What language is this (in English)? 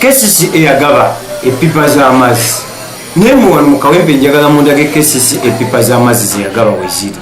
Ganda